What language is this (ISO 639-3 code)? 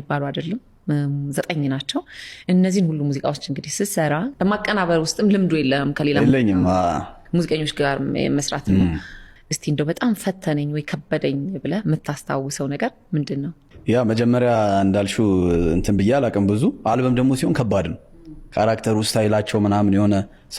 amh